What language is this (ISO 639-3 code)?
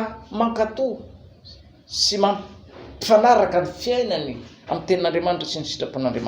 mlg